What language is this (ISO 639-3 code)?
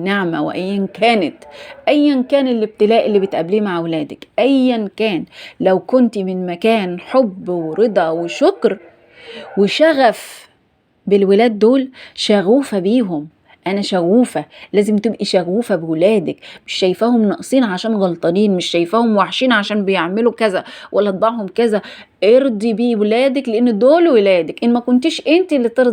arz